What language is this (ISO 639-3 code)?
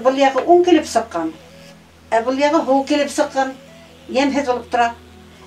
bak